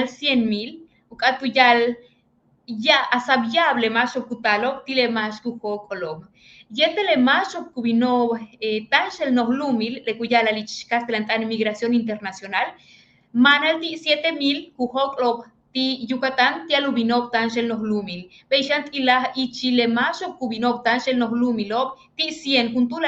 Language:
Yucateco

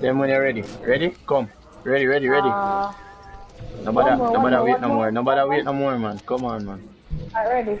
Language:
Jamaican Creole English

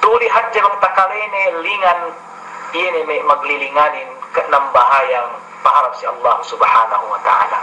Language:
Yakan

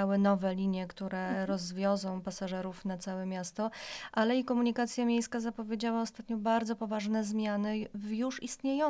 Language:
Polish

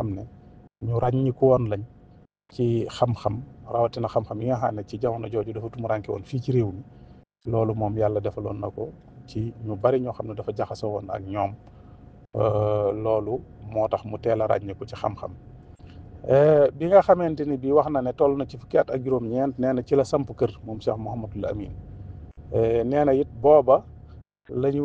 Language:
Wolof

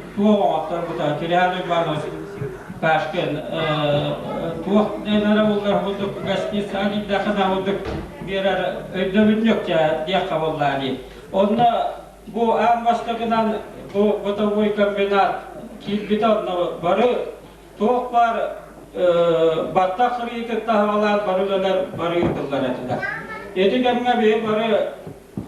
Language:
Yakut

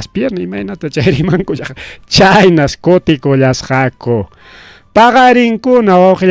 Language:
Ayacucho Quechua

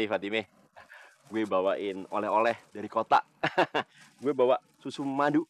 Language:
Betawi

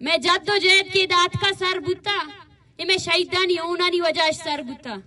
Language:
Eastern Balochi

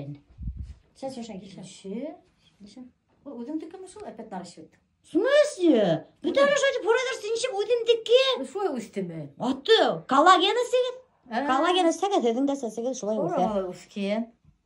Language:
Bashkir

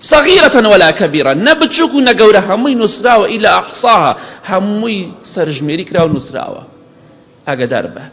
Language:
Central Kurdish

